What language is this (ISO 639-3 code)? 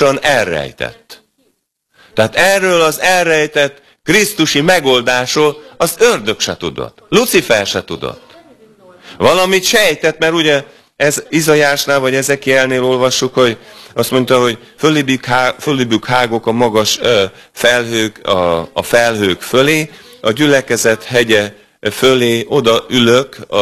hun